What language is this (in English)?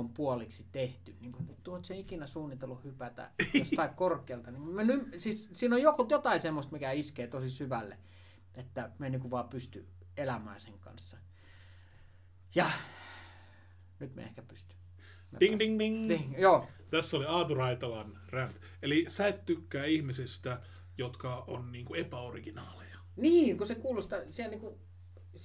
Finnish